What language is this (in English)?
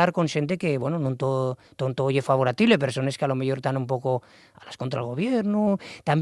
Asturian